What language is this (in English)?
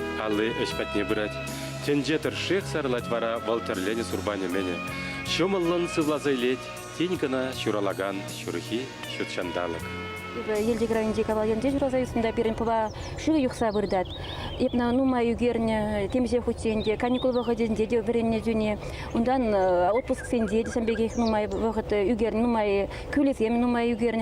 Chuvash